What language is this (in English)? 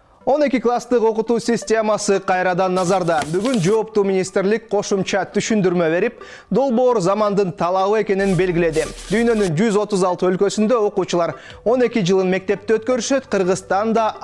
Kyrgyz